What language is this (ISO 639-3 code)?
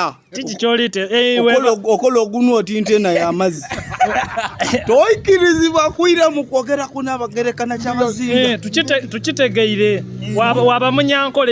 xog